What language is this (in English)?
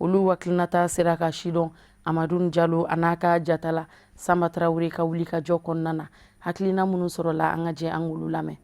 Bambara